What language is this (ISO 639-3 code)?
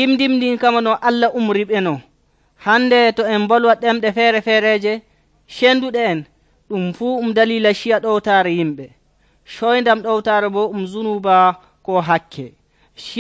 fuv